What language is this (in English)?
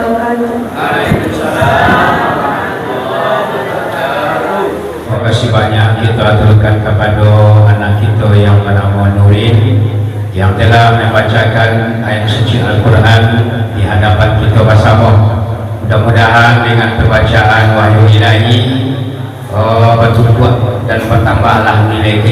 Minangkabau